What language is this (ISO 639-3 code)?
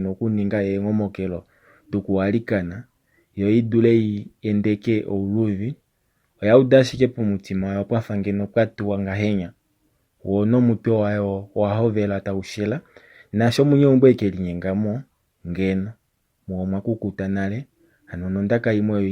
kua